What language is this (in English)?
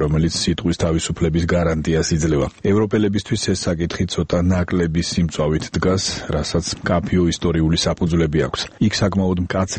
Georgian